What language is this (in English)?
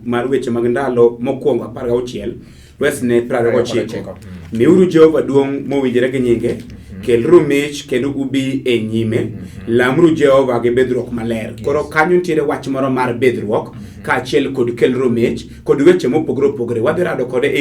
Luo (Kenya and Tanzania)